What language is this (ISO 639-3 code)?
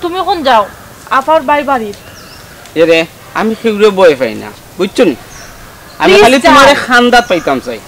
syl